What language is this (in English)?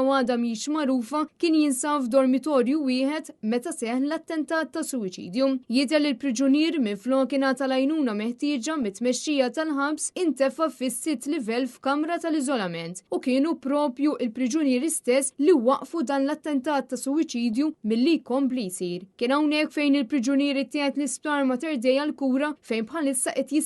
Maltese